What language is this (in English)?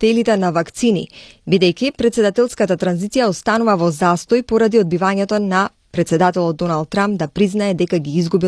Macedonian